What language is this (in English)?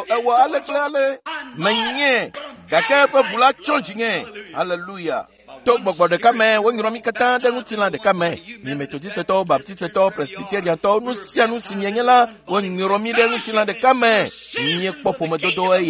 Ewe